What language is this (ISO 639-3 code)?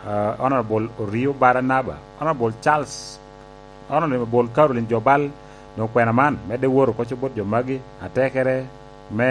laj